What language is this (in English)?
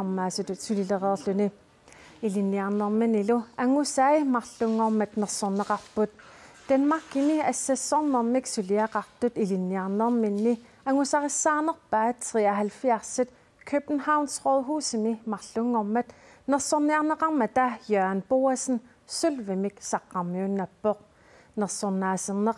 Kalaallisut